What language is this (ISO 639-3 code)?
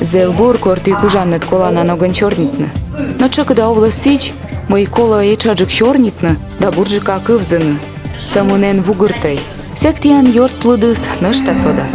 kom